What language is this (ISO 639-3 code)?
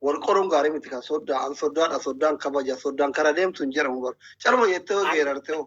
orm